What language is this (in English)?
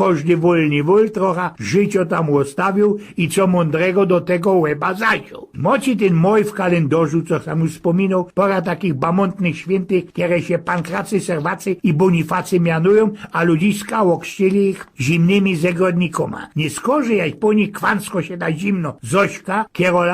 Silesian